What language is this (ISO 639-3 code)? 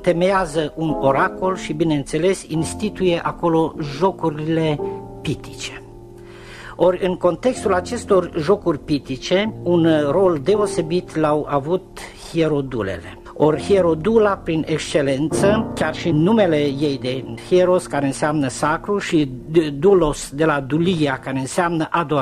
ron